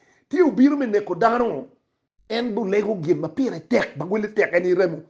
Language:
Acoli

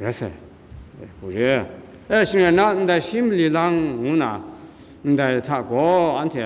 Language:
Kachin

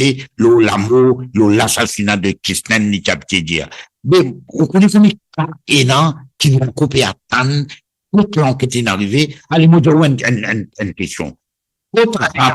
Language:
Morisyen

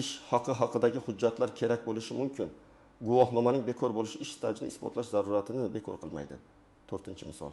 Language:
Uzbek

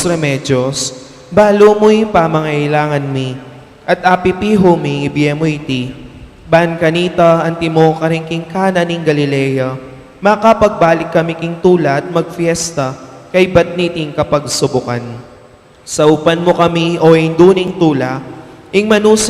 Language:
Pampanga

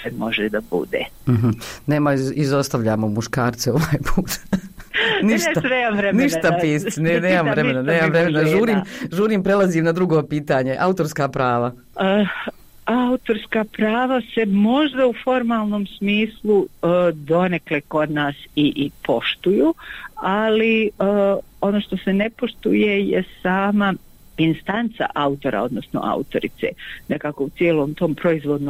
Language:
Croatian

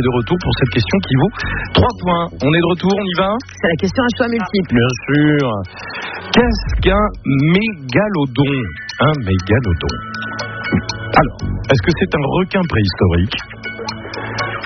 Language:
French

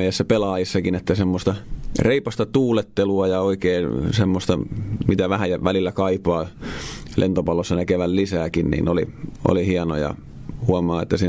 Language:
Finnish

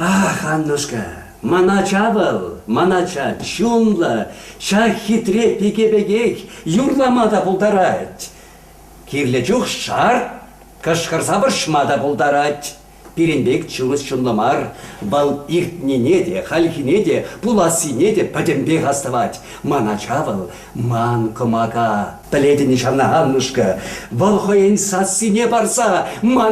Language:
Chuvash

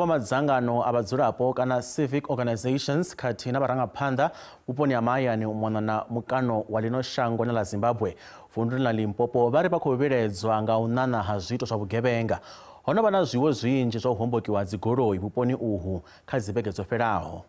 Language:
Venda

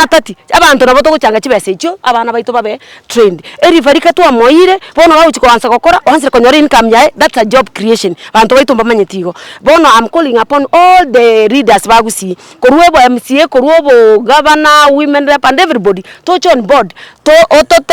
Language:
Gusii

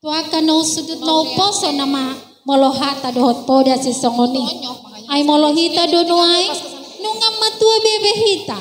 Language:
Batak Toba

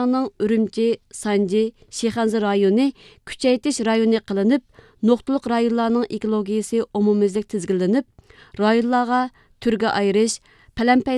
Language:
Uyghur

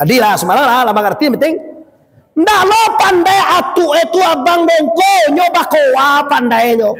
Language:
Minangkabau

